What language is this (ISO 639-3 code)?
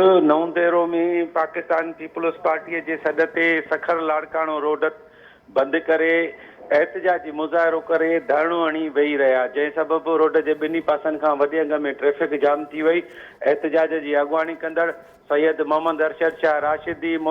snd